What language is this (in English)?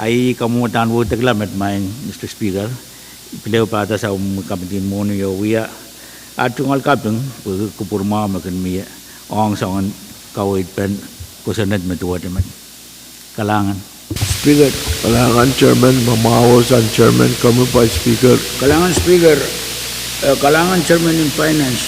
Pohnpeian